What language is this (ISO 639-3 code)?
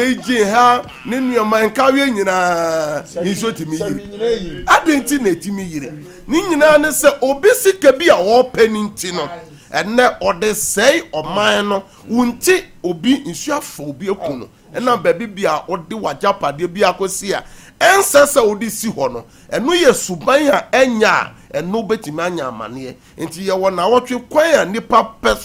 aka